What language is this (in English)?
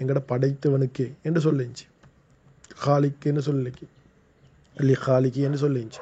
Tamil